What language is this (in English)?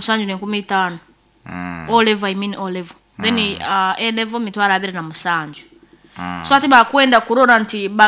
Nyankole